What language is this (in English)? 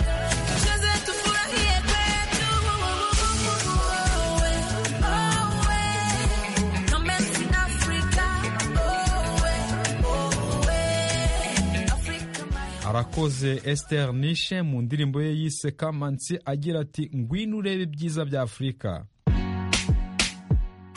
Kinyarwanda